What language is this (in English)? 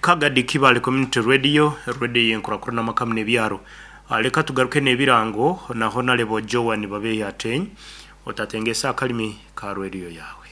Nyankole